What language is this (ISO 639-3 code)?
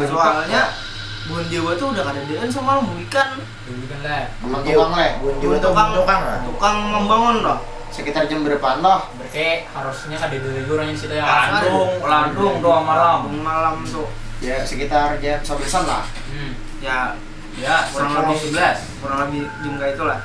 bjn